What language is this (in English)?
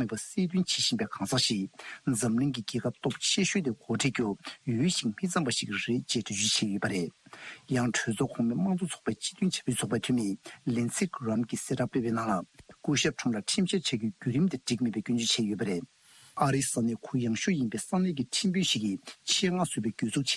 Tibetan